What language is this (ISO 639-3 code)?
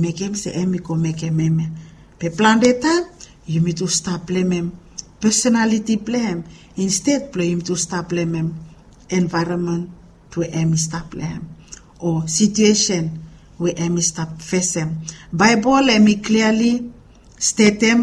bis